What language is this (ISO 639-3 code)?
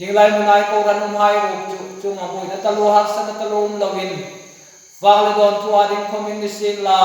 hmr